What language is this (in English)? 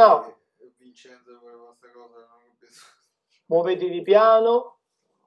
Italian